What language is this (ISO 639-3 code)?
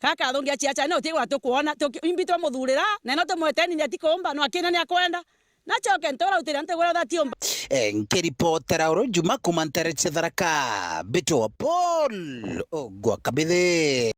mer